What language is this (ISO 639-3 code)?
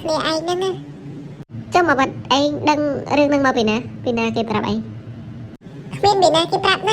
khm